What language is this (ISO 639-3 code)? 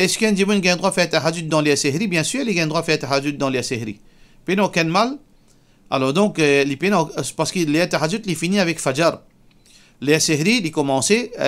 mfe